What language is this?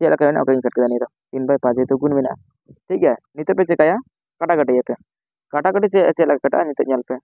Santali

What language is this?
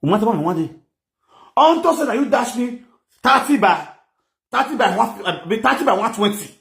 Nigerian Pidgin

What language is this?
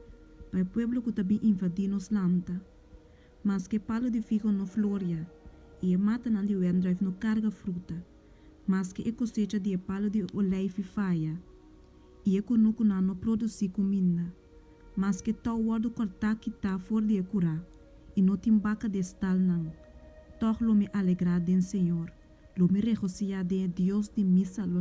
Papiamento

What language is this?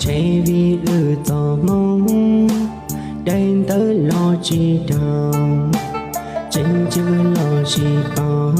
Hmong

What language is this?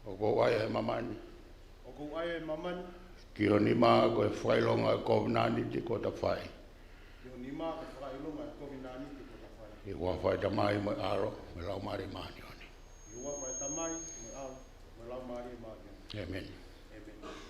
Tongan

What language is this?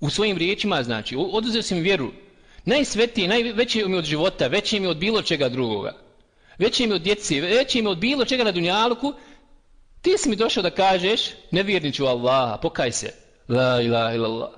Bosnian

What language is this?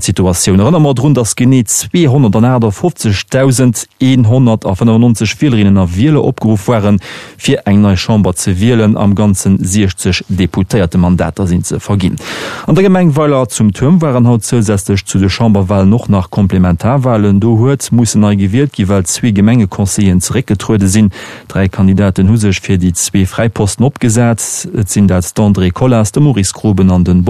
Luxembourgish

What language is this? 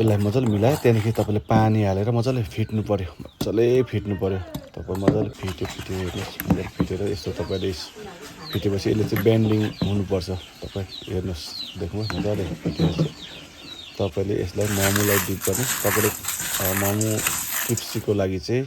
Nepali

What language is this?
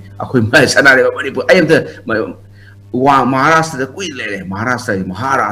Manipuri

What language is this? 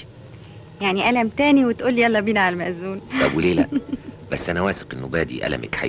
Egyptian Arabic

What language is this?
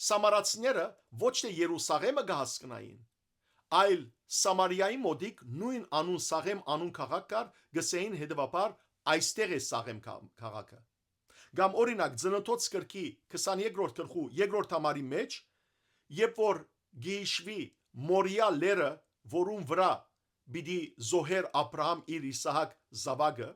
Western Armenian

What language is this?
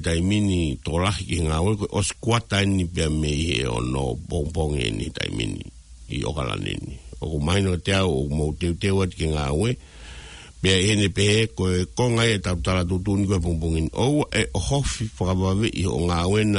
Tongan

